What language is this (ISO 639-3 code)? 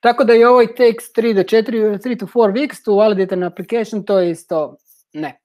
hrv